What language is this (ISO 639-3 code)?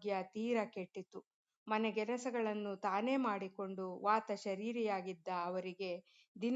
kan